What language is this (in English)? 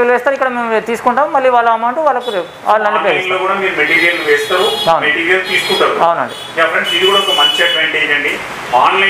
Telugu